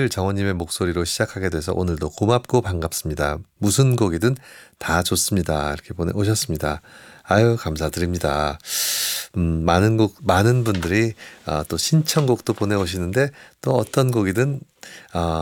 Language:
Korean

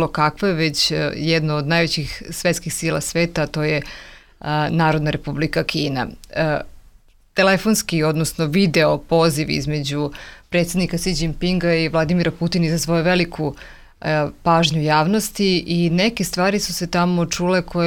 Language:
Bosnian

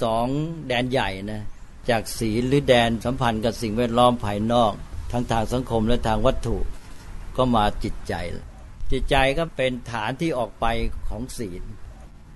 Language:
Thai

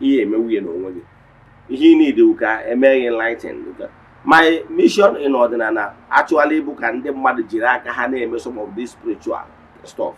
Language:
Igbo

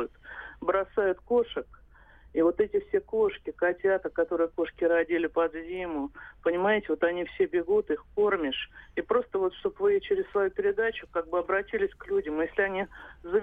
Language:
Russian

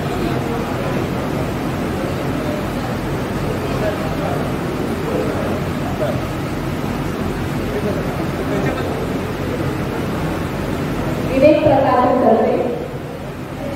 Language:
Marathi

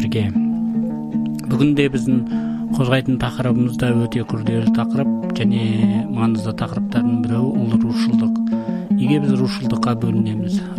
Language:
Kazakh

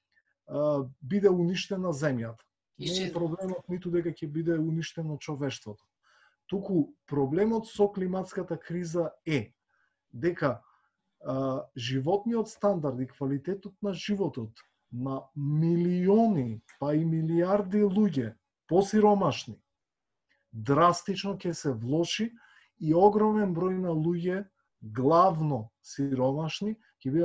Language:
Macedonian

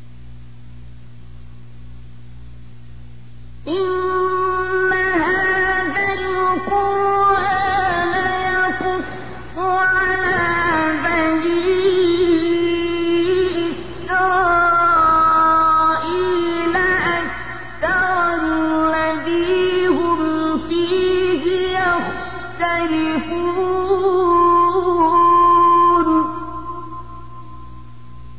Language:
Arabic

